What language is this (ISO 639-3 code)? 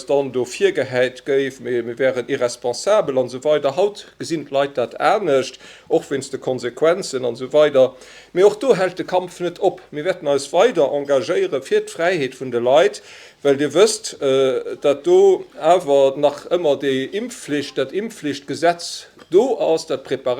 ltz